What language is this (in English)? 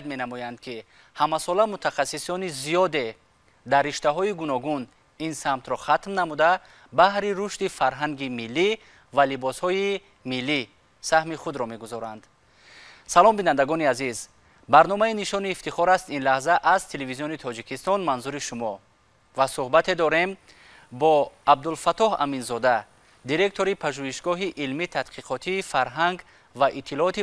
Tajik